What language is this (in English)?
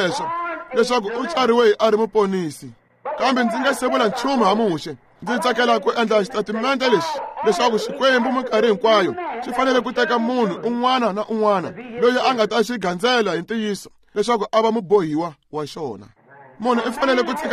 Tsonga